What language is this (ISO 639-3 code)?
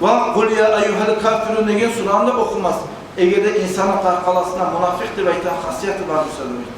kum